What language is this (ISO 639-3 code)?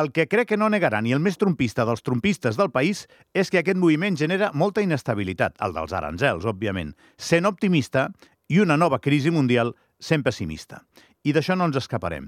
cat